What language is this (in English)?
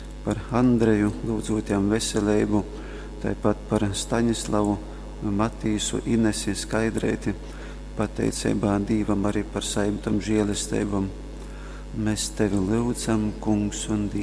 Latgalian